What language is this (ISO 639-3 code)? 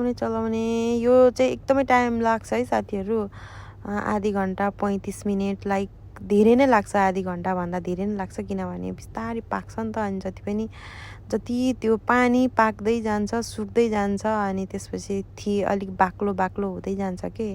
nep